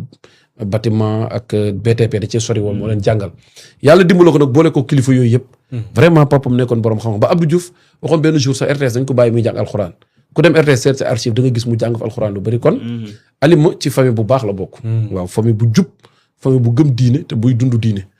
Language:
Wolof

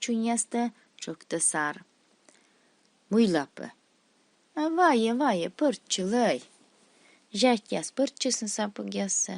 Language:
Komi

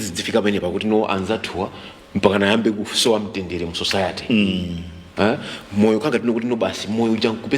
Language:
Nyanja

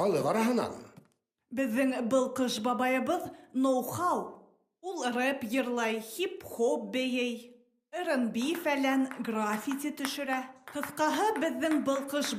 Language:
Bashkir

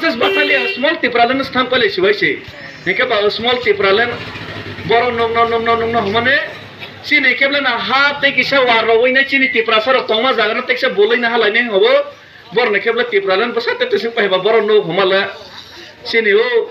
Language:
Kok Borok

